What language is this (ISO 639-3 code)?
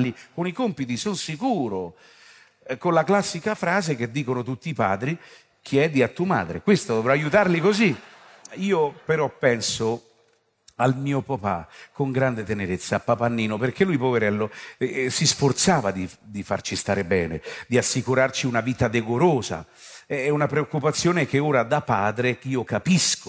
ita